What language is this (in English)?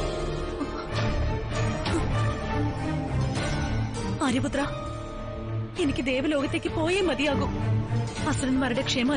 Malayalam